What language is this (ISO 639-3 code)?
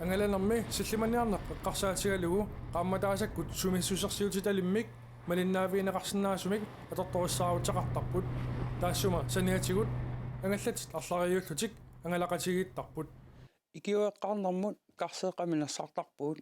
kal